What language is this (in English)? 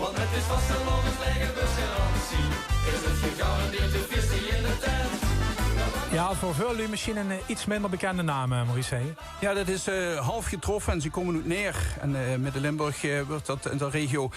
Limburgish